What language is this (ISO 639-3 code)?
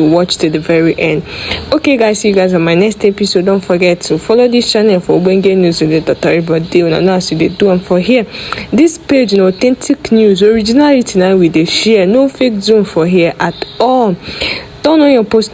pcm